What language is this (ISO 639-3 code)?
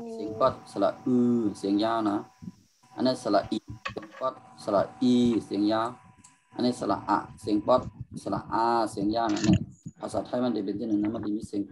shn